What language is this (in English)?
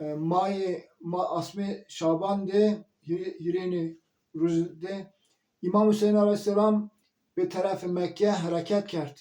Zaza